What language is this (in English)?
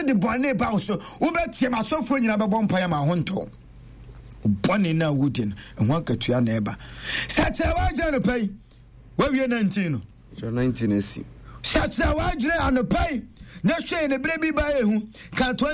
Akan